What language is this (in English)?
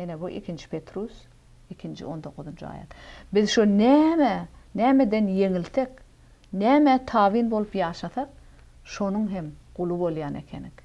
Turkmen